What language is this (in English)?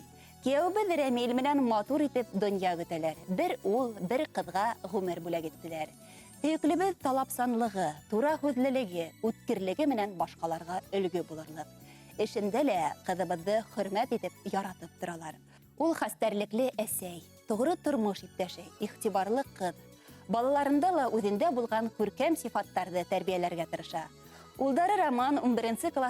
Bashkir